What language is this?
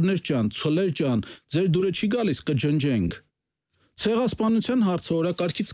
Armenian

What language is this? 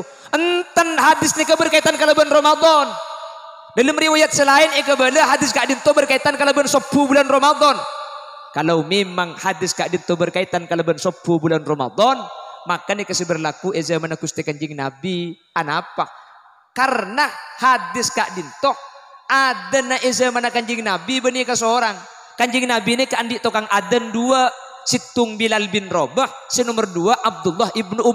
Madurese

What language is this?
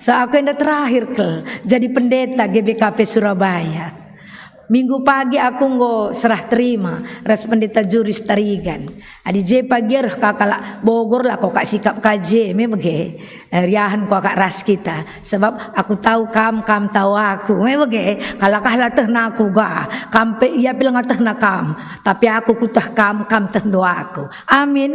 Batak Karo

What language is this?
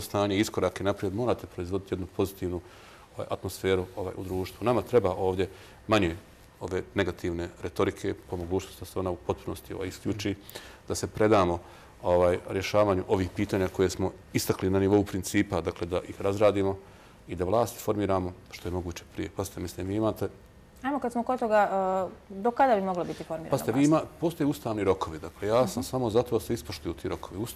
Croatian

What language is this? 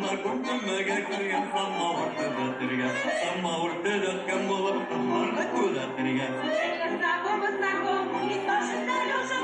Bashkir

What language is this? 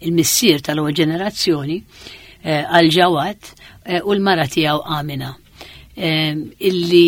Maltese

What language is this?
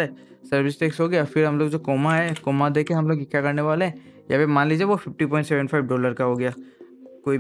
Hindi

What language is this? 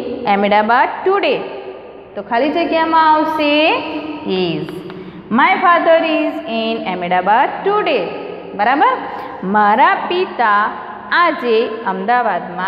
Gujarati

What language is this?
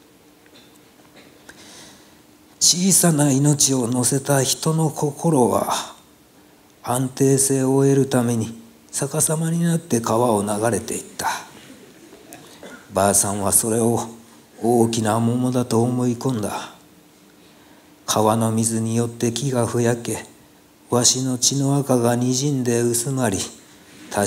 Japanese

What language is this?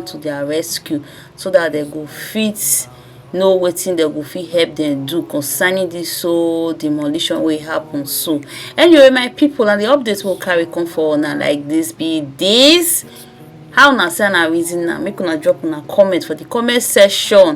Nigerian Pidgin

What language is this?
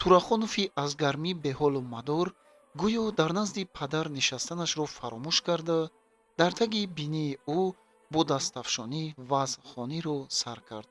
Tajik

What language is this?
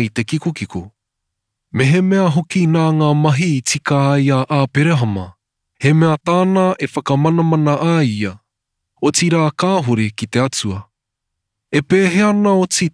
Māori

